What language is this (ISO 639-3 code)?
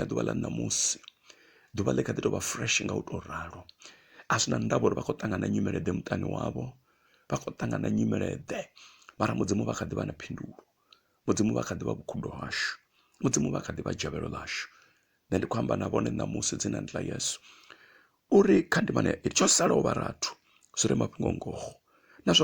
ven